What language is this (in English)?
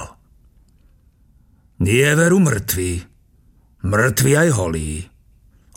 Slovak